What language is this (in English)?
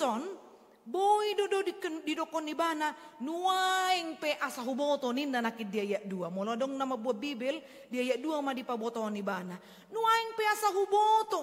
Batak Toba